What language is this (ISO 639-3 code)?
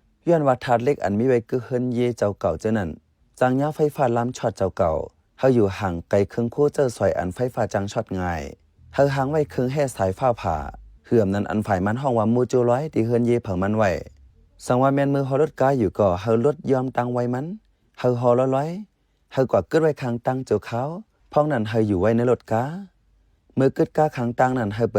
shn